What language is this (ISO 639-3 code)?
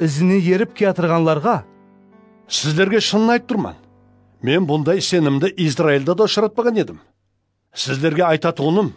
kaa